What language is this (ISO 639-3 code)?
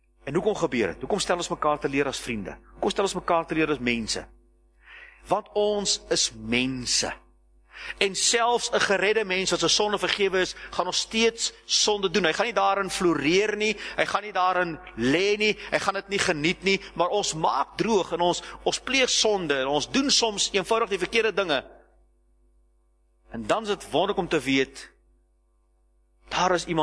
afr